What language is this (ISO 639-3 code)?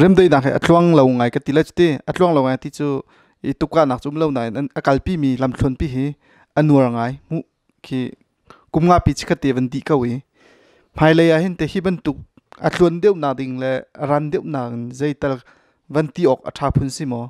cnh